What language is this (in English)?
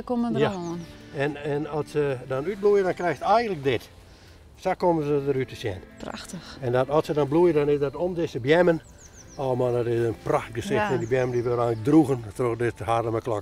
Western Frisian